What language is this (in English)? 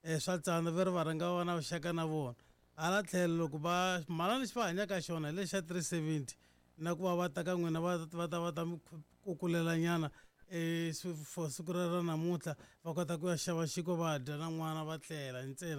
Tsonga